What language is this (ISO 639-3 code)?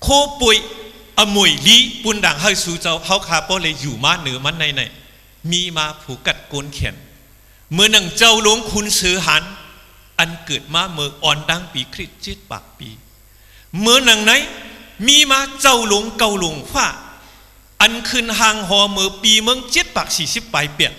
shn